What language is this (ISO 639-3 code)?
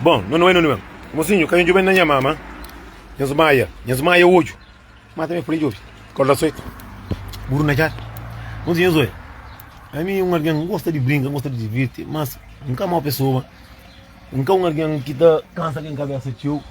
kea